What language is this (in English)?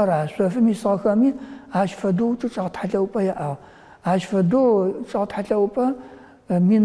Adyghe